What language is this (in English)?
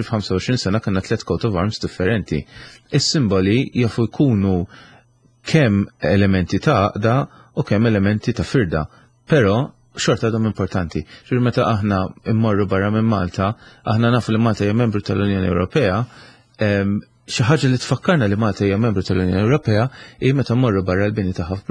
Maltese